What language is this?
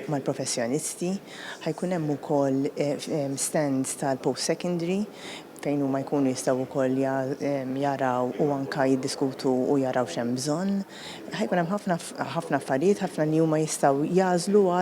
Maltese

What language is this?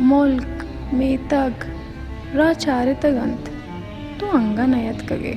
Baluchi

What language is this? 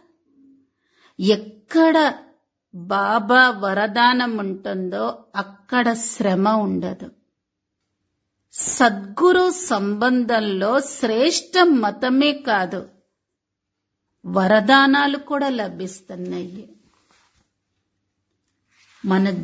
Telugu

